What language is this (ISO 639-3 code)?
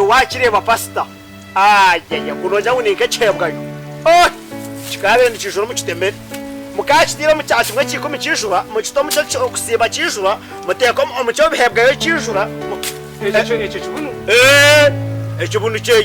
nyn